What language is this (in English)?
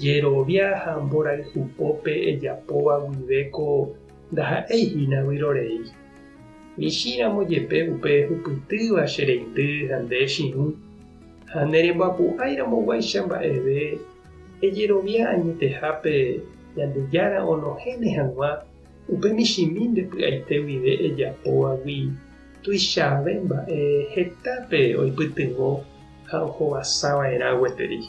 Guarani